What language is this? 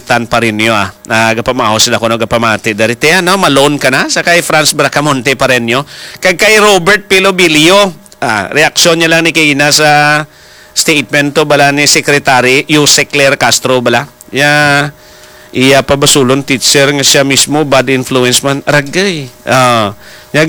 Hiligaynon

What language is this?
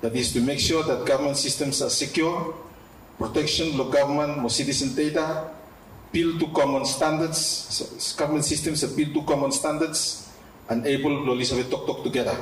Bislama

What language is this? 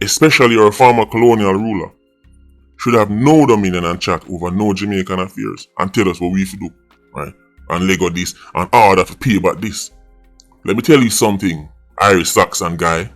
Jamaican Creole English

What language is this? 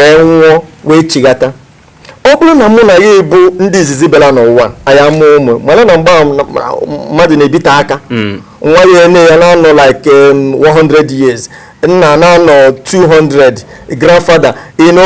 Igbo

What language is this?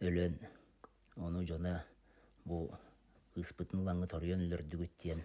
Yakut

